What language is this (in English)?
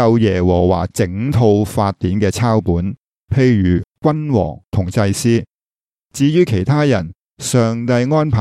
Cantonese